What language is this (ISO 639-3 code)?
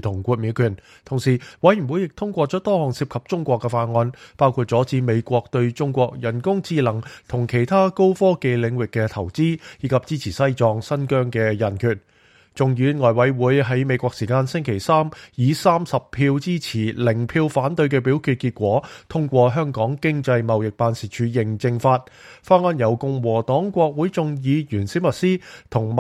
yue